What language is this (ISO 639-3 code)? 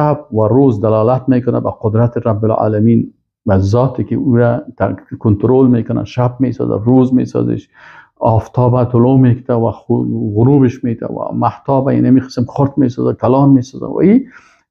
fas